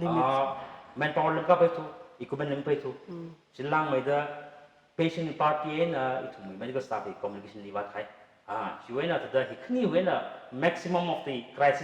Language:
Tangkhul Naga (India)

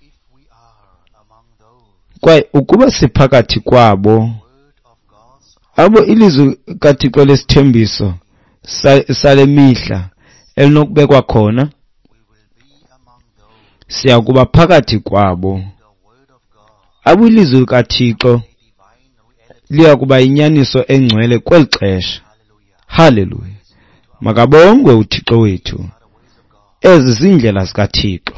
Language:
Xhosa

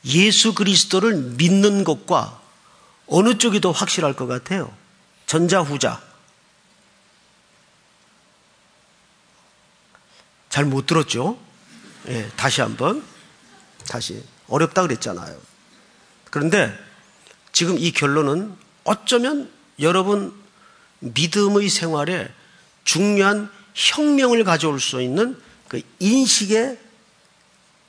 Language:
Korean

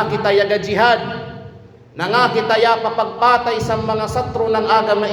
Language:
Kalagan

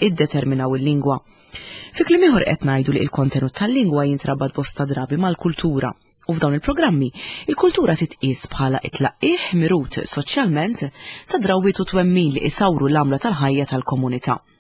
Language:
Maltese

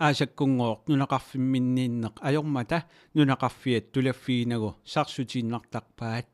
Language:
Kalaallisut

